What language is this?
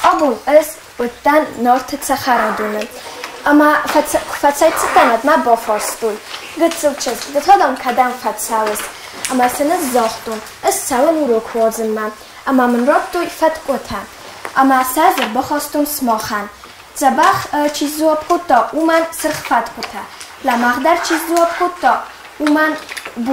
Ossetic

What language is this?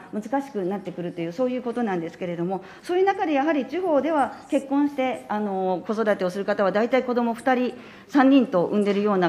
Japanese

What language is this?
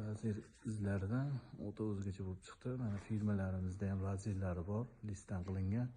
Uzbek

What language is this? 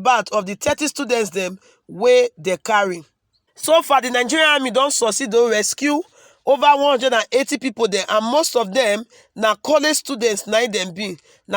Nigerian Pidgin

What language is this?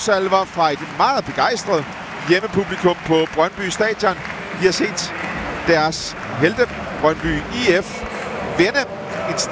Danish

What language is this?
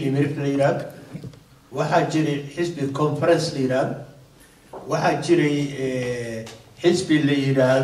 Somali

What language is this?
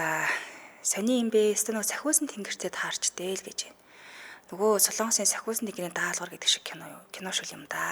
Mongolian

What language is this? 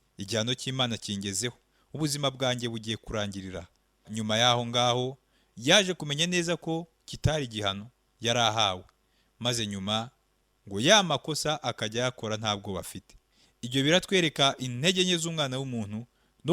Kinyarwanda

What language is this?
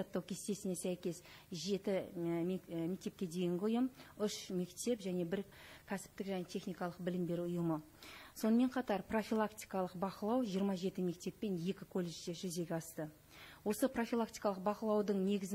Kazakh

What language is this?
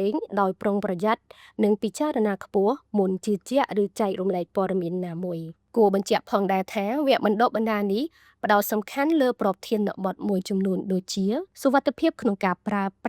Khmer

